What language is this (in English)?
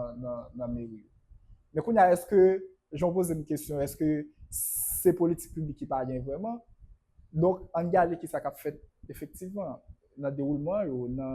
Haitian Creole